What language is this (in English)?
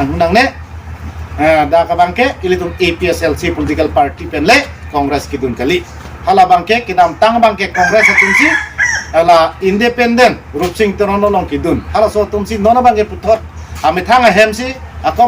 Karbi